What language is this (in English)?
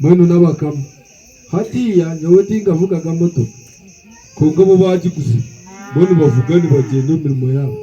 Nyankole